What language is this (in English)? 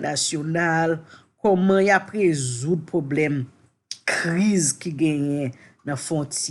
Haitian Creole